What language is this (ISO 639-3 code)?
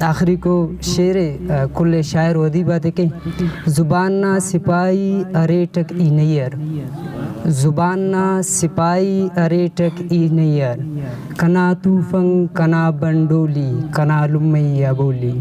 brh